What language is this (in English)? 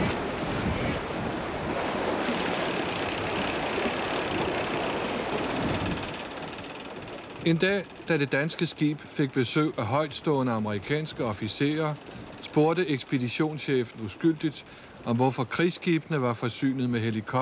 Danish